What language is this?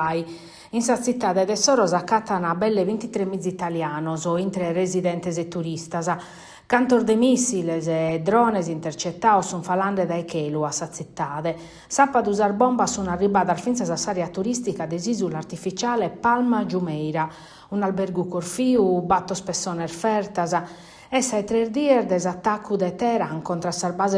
Sardinian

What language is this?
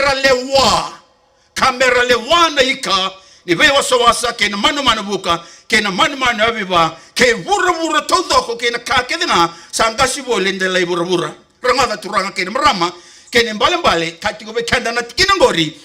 Fijian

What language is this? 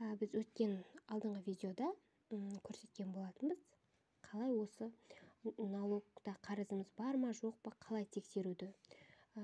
Kazakh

